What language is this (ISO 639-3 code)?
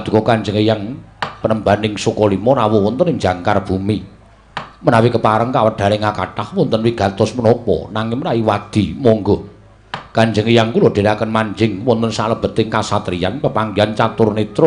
jav